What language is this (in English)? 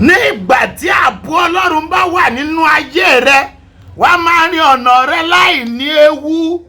Yoruba